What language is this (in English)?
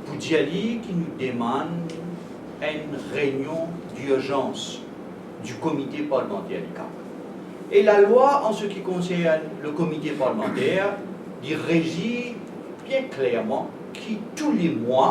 Morisyen